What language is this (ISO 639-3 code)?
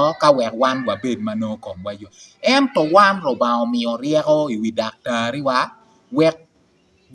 ach